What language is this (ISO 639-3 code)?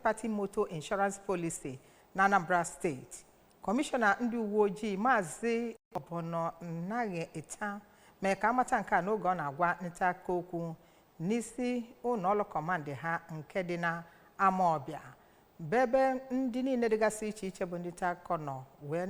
ibo